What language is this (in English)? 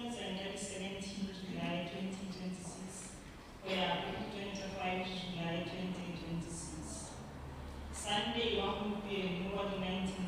Tswana